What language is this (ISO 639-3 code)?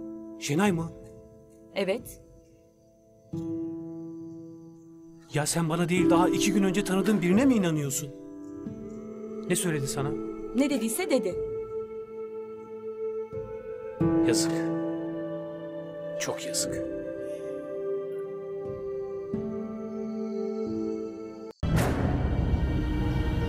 tur